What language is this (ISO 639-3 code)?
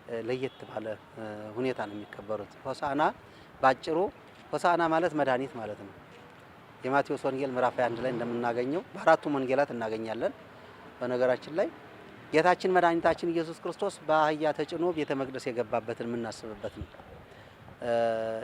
amh